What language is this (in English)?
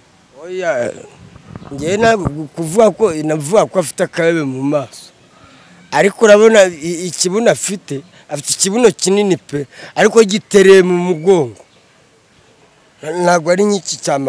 Kinyarwanda